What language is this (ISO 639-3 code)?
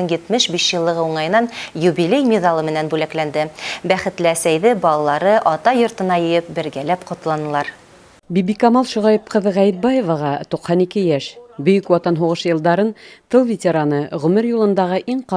bak